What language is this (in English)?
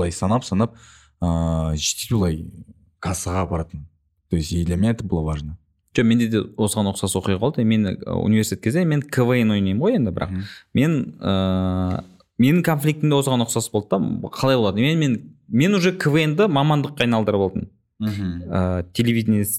Kazakh